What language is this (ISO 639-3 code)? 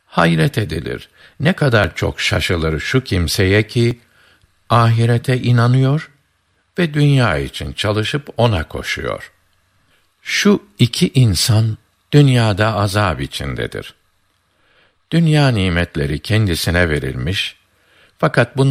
tur